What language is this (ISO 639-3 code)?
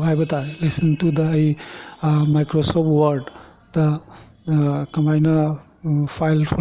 mni